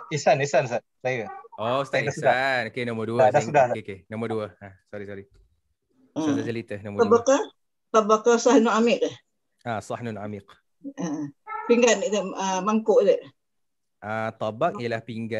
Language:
Malay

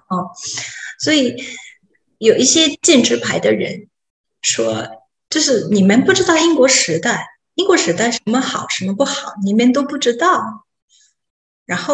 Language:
Chinese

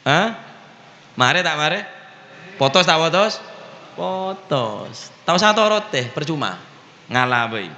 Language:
Madurese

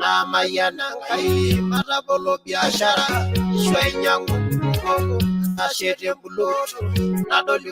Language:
Masai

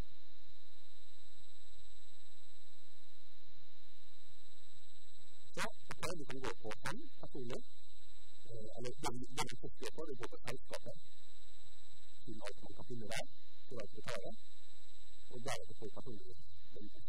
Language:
Norwegian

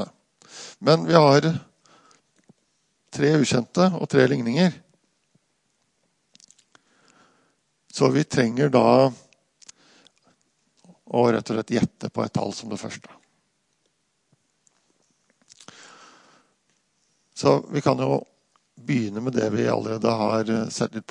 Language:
Norwegian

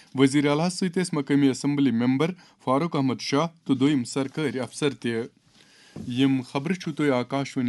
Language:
Kashmiri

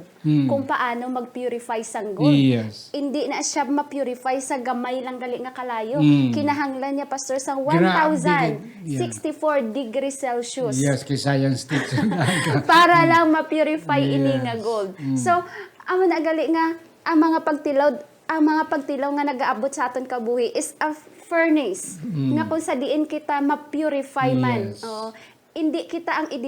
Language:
Hiligaynon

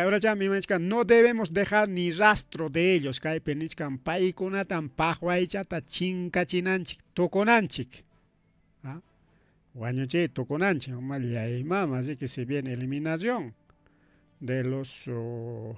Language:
Ayacucho Quechua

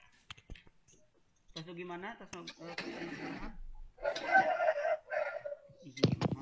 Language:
Sundanese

